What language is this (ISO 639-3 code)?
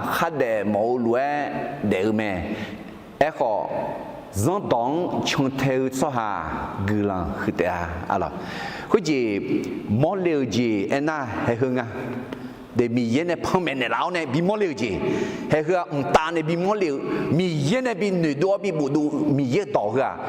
ahk